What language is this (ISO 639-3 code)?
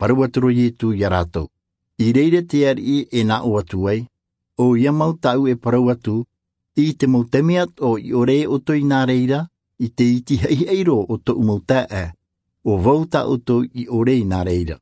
tah